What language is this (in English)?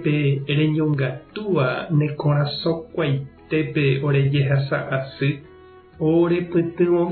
Guarani